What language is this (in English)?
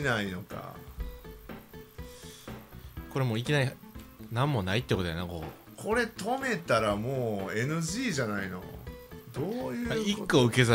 Japanese